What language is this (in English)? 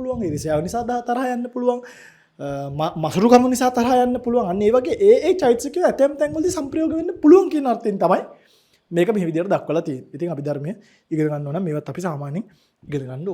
Sinhala